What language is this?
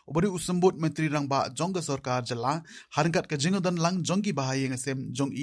Khasi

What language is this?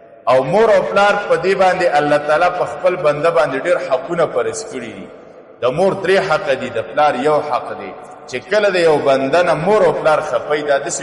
Pashto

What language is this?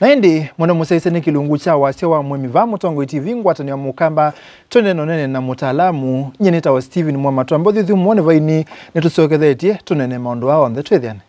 Kamba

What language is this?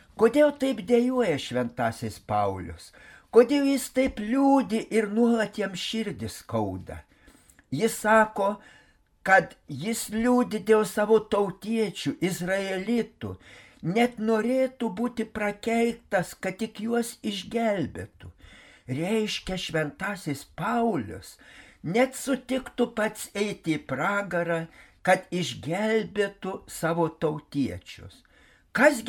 Lithuanian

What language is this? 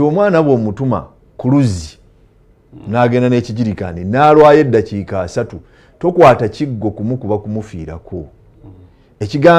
Ganda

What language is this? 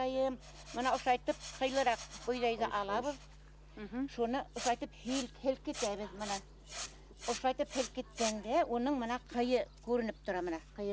Bashkir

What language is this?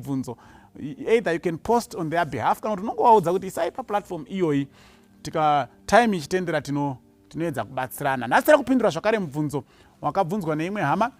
Shona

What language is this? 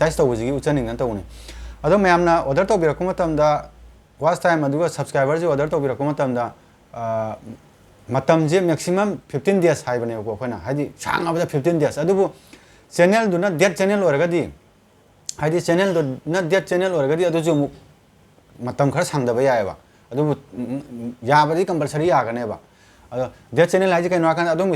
Manipuri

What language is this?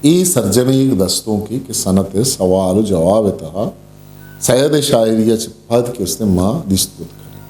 Eastern Balochi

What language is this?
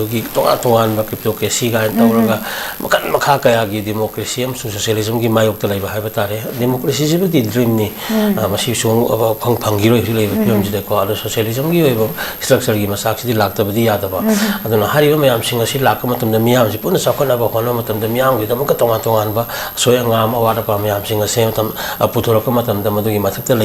Manipuri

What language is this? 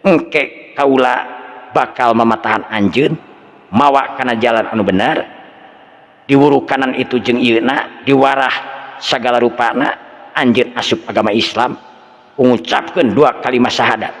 Sundanese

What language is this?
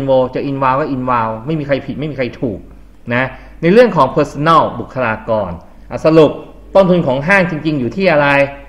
Thai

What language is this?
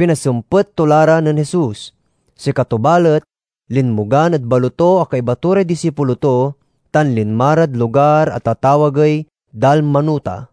Pangasinan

